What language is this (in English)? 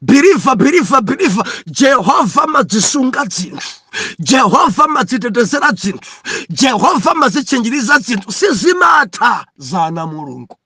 Nyanja